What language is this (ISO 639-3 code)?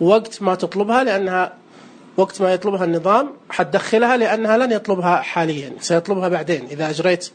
ars